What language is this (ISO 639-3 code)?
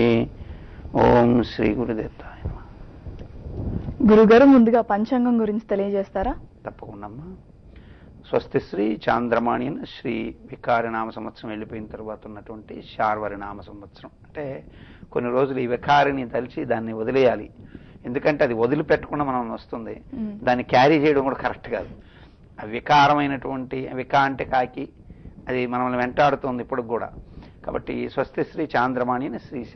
tel